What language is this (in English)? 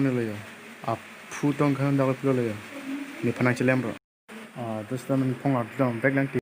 Karbi